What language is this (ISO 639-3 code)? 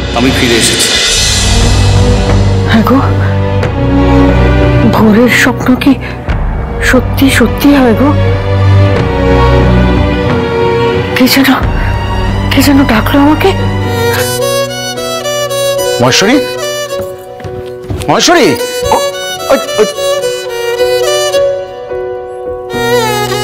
ben